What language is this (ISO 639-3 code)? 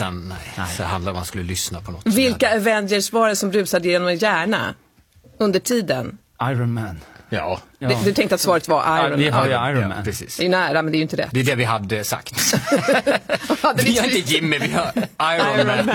swe